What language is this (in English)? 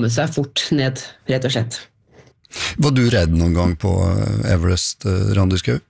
Norwegian